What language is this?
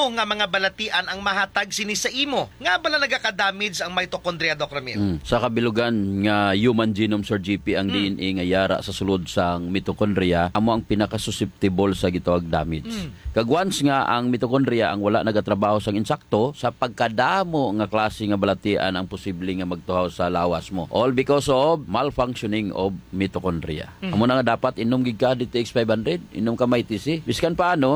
Hiligaynon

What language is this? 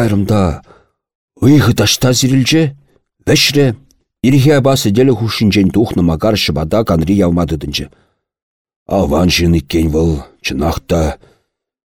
Chuvash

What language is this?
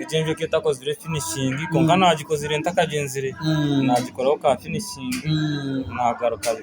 Nyankole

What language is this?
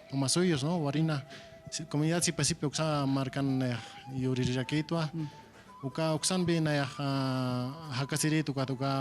Aymara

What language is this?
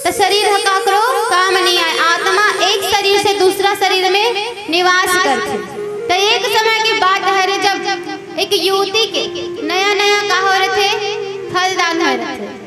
Chhattisgarhi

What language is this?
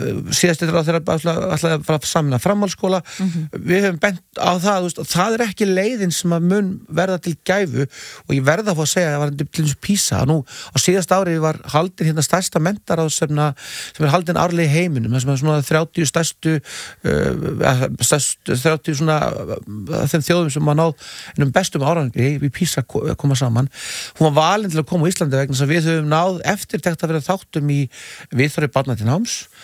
Icelandic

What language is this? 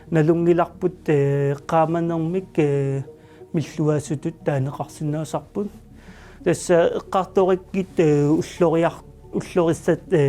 Kalaallisut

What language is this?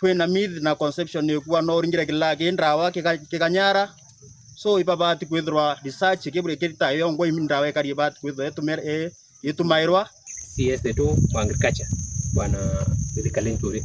Meru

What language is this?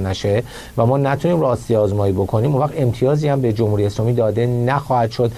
Persian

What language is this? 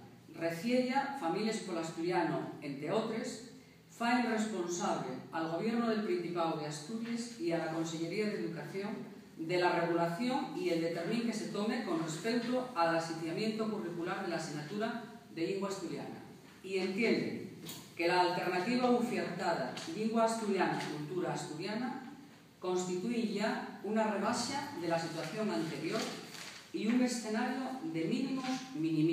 Asturian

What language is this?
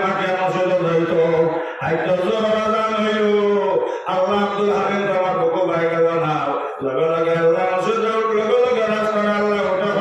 Sylheti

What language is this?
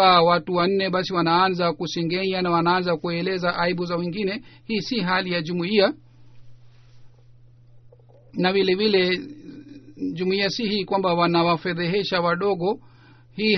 Swahili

